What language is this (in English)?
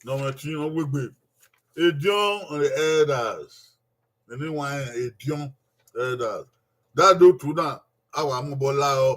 Bini